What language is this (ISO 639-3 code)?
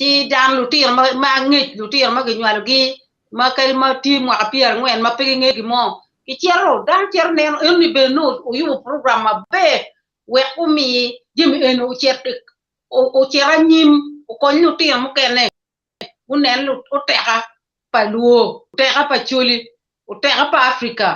ach